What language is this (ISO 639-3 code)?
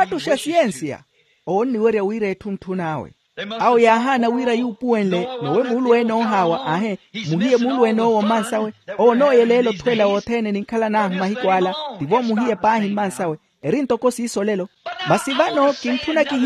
vmw